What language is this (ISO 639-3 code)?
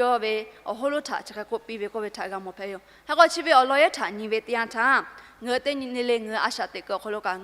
lhu